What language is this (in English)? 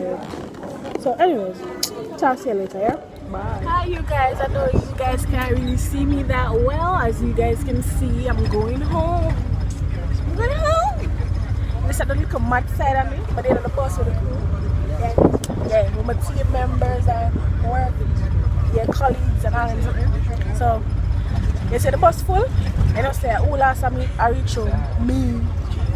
Jamaican Creole English